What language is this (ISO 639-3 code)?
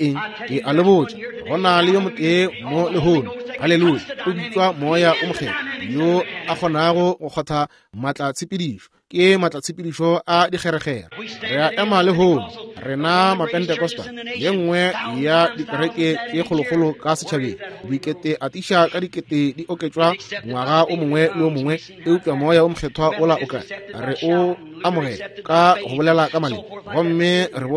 nso